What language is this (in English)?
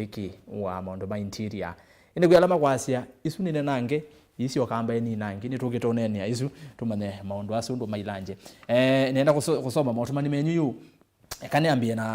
Kamba